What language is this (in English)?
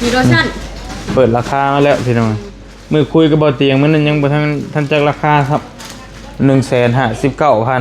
Northeastern Thai